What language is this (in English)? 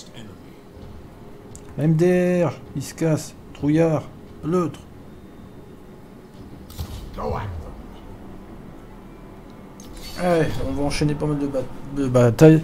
French